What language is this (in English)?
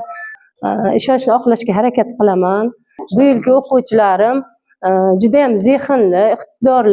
Uzbek